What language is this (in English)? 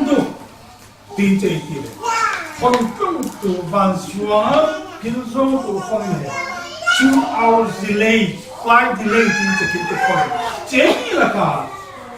Falam Chin